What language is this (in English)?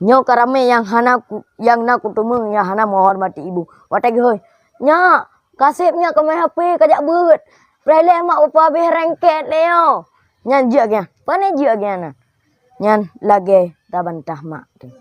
Achinese